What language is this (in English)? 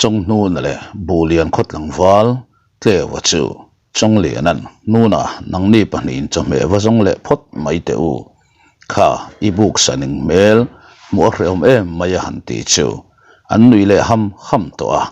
Mizo